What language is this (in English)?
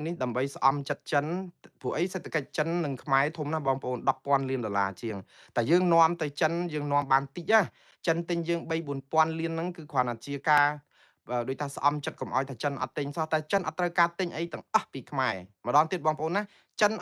Khmer